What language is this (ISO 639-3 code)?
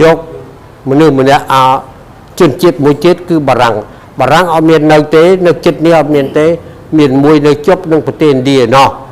khm